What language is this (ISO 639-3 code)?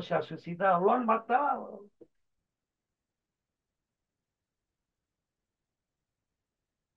spa